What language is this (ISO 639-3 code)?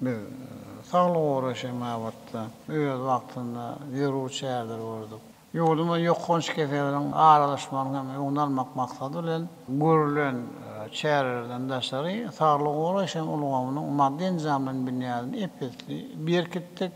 tuk